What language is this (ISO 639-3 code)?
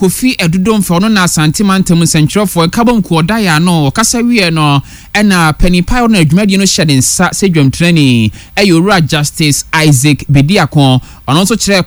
aka